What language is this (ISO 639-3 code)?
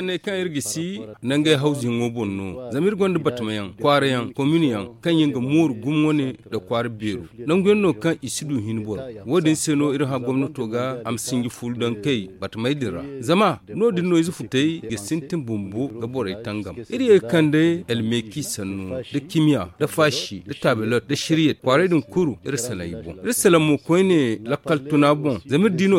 dje